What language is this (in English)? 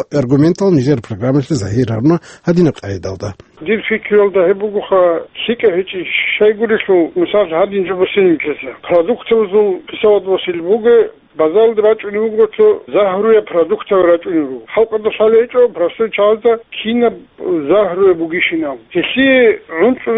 Avaric